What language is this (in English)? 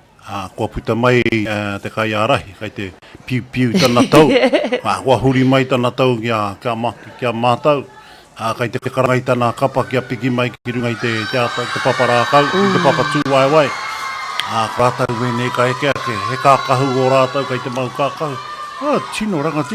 Māori